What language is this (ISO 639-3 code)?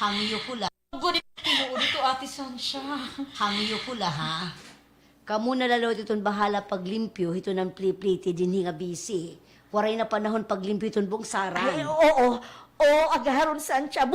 war